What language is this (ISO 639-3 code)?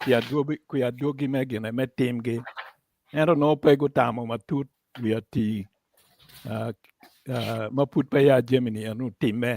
ach